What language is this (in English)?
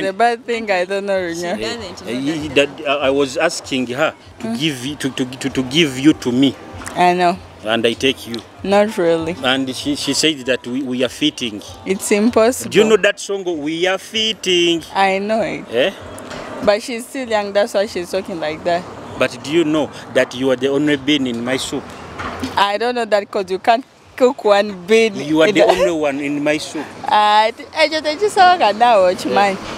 Nyoro